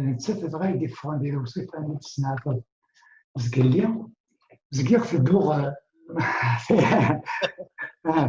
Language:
Kabyle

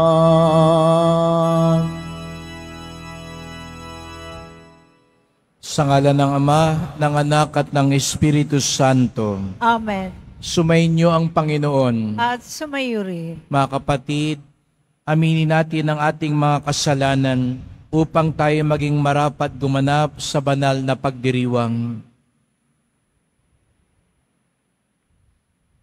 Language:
Filipino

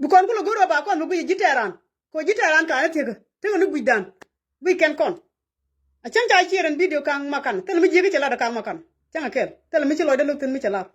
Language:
Nuer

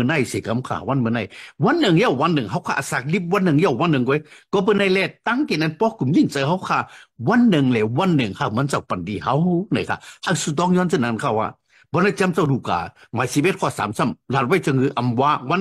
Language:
Shan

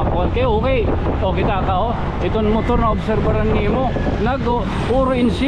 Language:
Waray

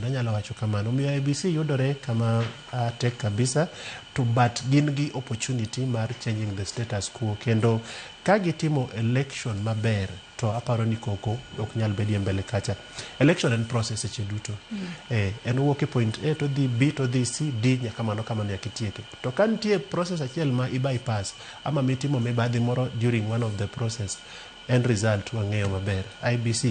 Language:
Luo (Kenya and Tanzania)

